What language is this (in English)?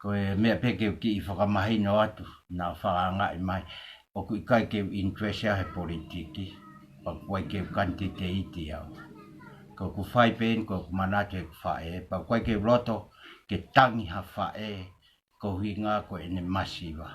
Tongan